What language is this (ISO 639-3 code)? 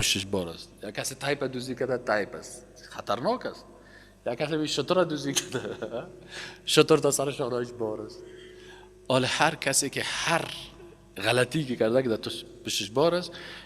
fas